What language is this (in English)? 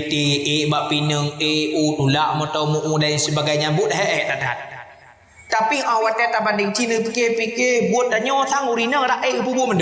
Achinese